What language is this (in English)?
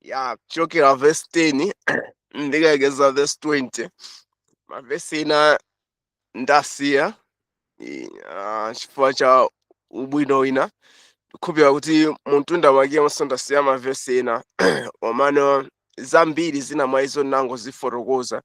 Nyanja